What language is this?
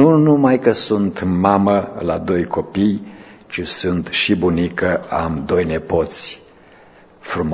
Romanian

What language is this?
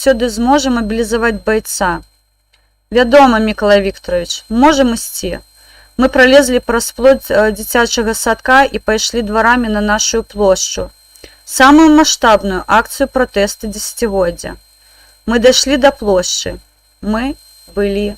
Belarusian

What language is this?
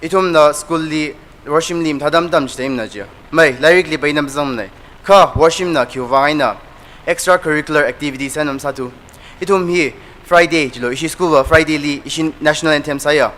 Tangkhul Naga (India)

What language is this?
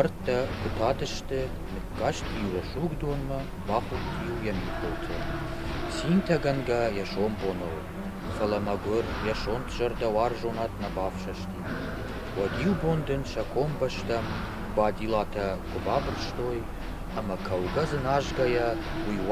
Ossetic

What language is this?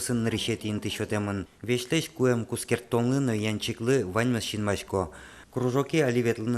Udmurt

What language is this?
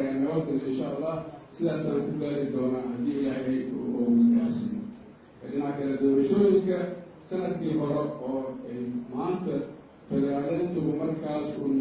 Somali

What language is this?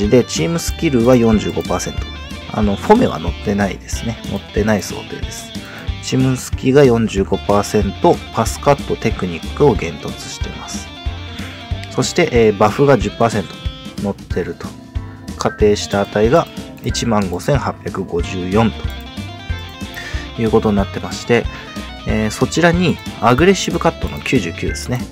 Japanese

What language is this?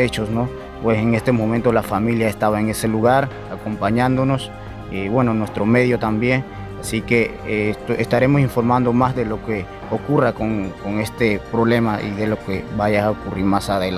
Ngäbere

